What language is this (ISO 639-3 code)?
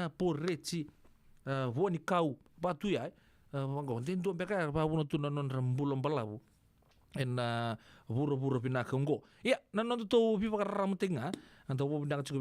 fij